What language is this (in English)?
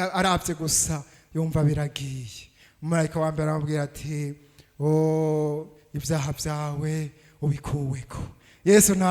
Rundi